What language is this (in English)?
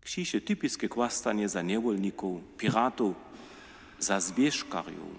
Upper Sorbian